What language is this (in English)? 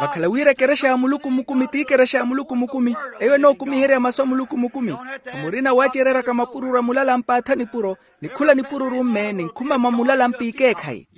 Makhuwa